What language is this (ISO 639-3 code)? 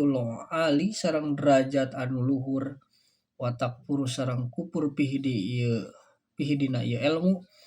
sun